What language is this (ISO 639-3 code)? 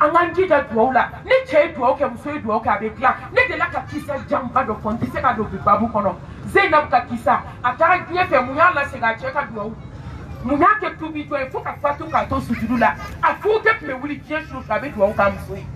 bam